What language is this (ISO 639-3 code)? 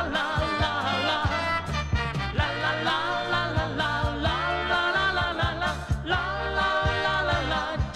ukr